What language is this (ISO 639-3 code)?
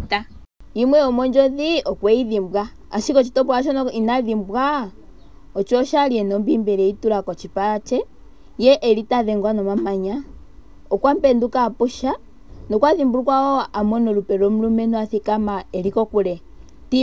ndo